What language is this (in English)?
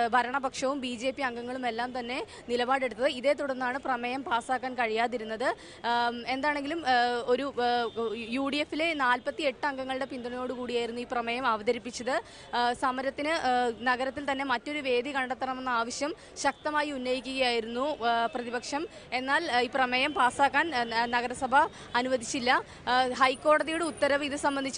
Malayalam